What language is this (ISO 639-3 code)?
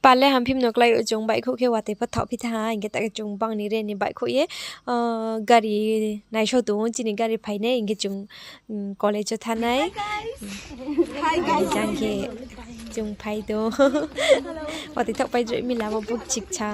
ria